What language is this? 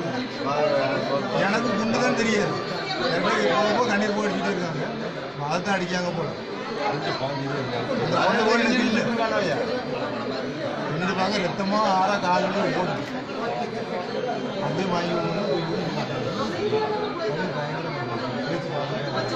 Tamil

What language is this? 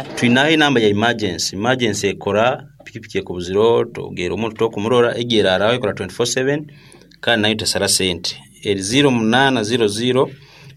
Nyankole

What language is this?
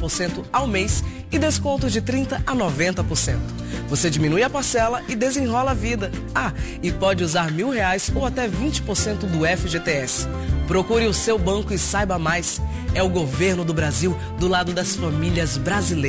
Portuguese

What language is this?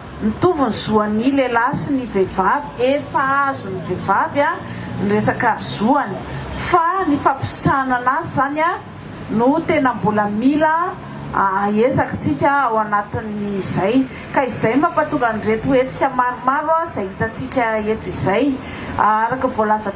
Malagasy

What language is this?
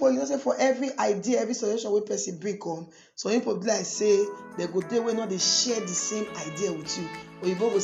Nigerian Pidgin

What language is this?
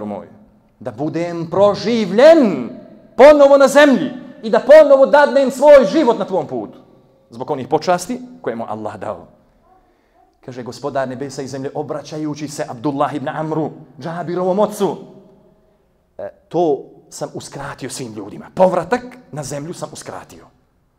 Bosnian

